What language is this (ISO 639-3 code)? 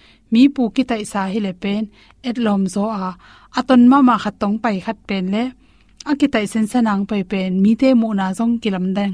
ctd